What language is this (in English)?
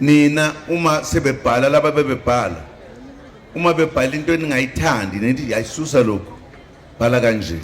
Zulu